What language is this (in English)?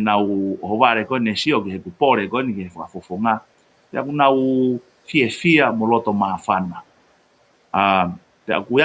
Tongan